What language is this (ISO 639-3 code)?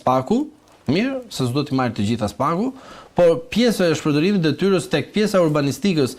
sqi